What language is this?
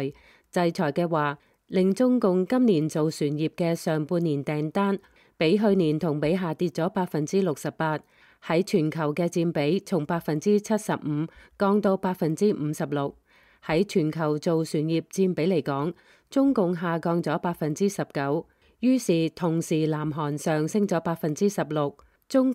Cantonese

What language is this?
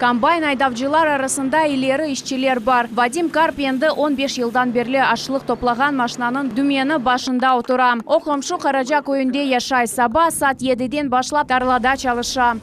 Crimean Tatar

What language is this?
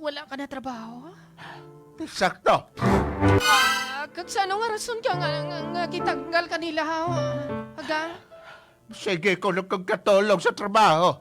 Hiligaynon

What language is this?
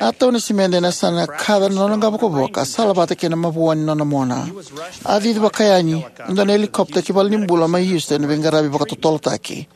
Fijian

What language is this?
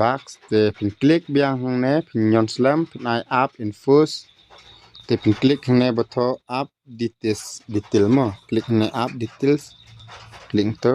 Khasi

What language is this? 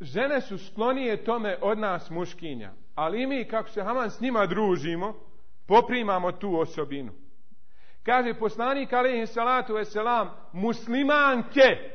Bosnian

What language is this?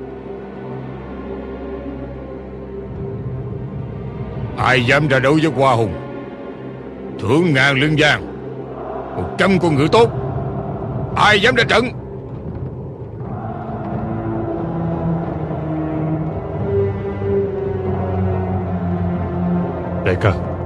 Vietnamese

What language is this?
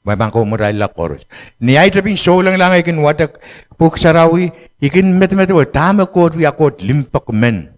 Pohnpeian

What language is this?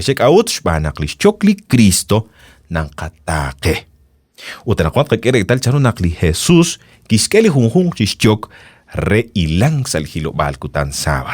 Kekchí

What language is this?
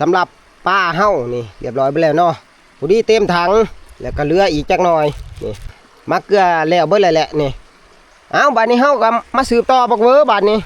Northeastern Thai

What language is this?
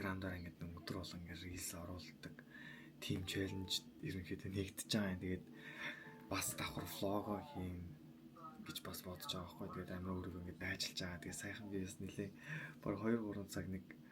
Mongolian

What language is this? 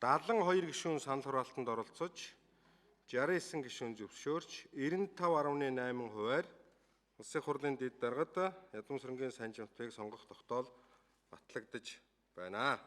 Mongolian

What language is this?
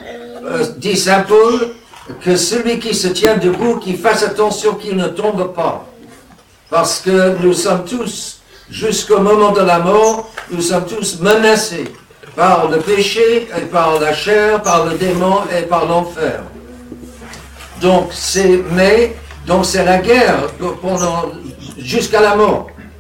French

